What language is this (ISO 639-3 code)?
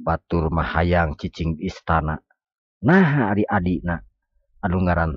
sun